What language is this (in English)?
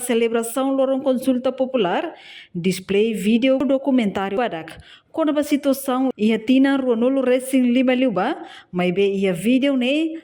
Tetum